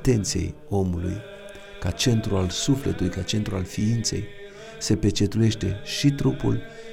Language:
Romanian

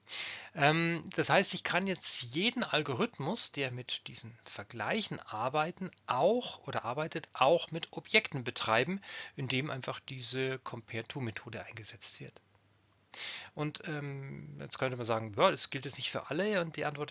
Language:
German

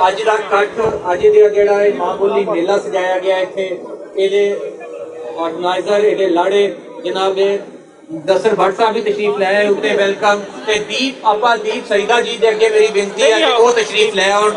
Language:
Western Panjabi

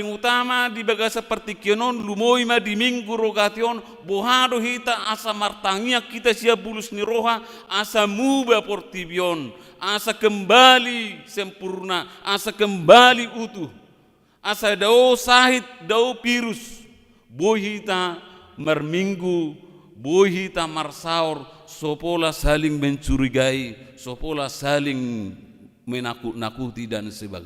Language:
Batak Toba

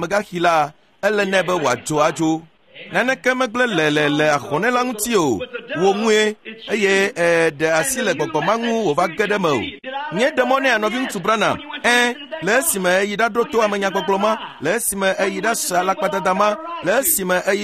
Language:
Ewe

